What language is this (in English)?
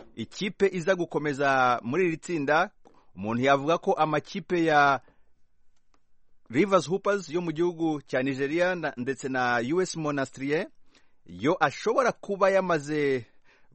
Kinyarwanda